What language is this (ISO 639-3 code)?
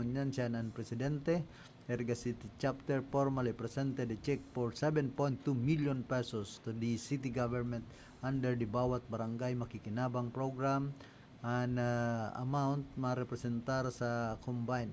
bik